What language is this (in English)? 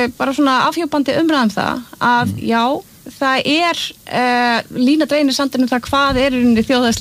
Icelandic